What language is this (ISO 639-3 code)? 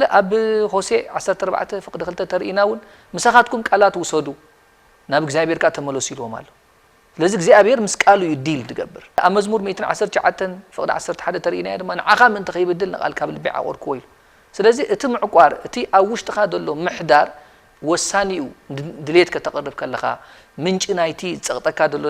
tir